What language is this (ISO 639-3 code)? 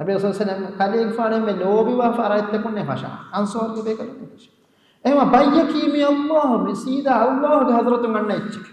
div